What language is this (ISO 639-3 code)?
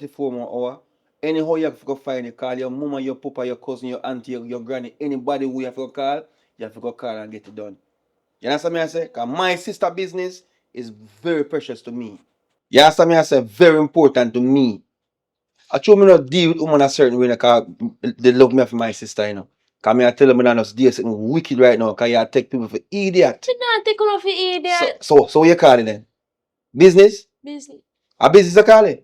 jam